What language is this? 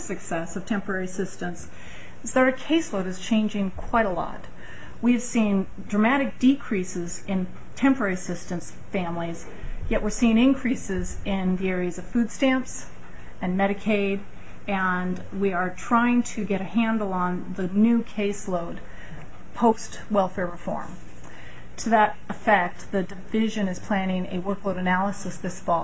English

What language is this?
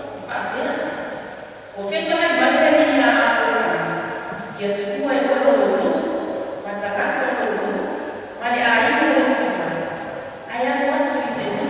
Samoan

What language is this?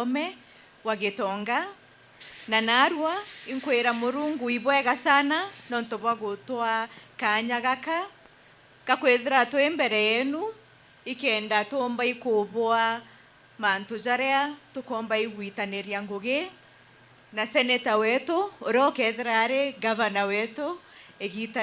Meru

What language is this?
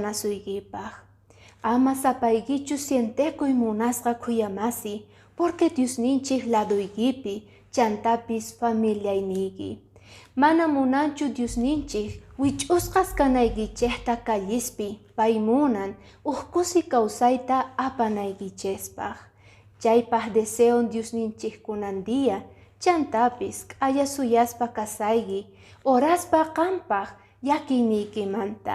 Quechua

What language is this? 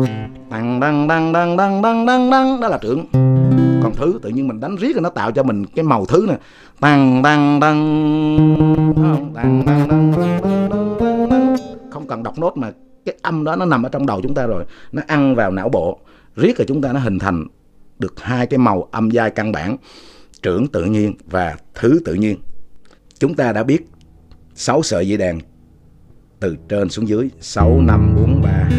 Vietnamese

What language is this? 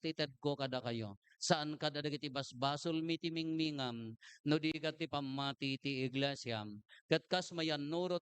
Iloko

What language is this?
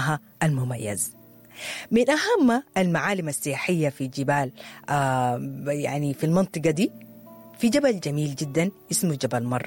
Sudanese Arabic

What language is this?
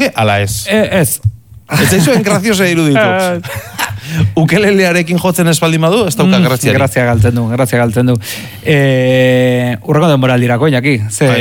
Basque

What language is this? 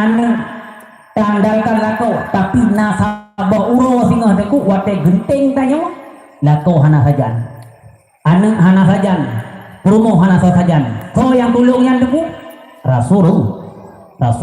Achinese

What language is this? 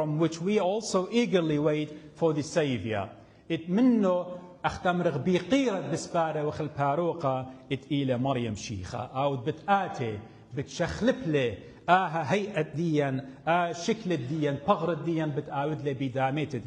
Assyrian Neo-Aramaic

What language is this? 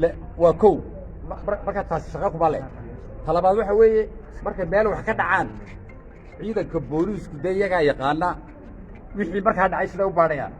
Somali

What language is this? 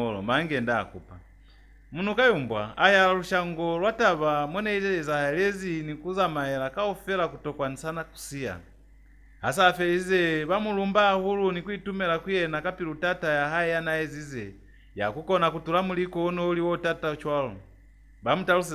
Lozi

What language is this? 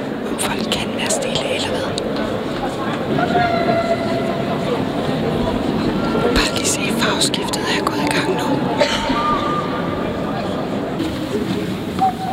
Danish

